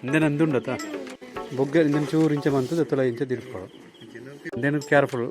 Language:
Tulu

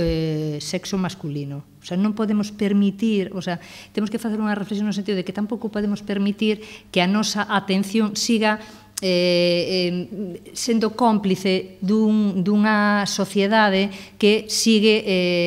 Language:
Galician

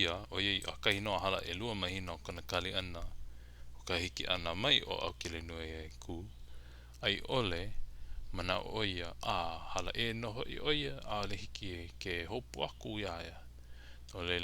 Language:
Hawaiian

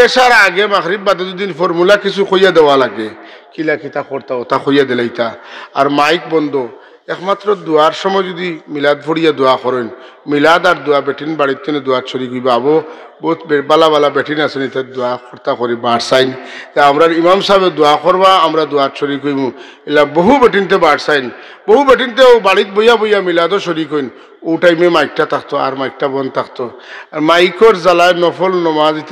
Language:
Sylheti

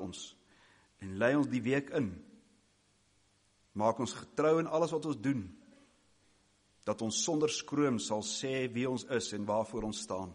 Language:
Afrikaans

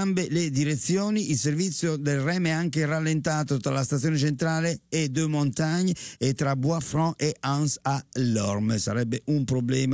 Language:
Italian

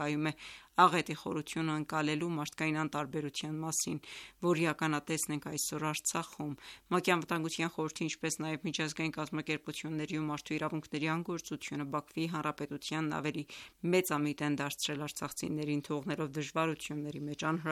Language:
Armenian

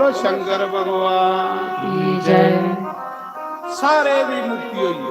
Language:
Dogri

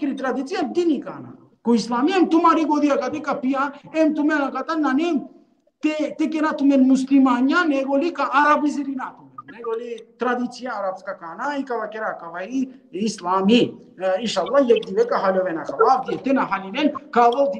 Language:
Balkan Romani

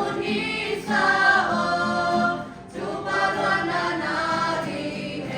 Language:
Siyin Chin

